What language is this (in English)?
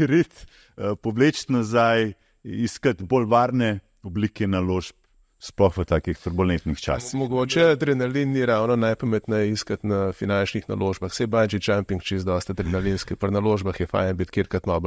Slovenian